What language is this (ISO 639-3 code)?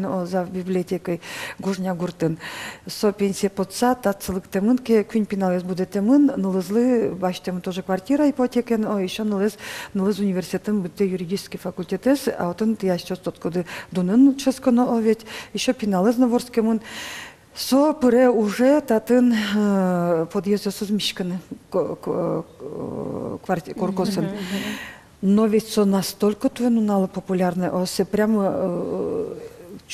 udm